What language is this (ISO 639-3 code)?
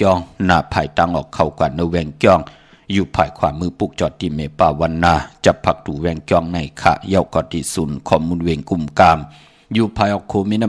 shn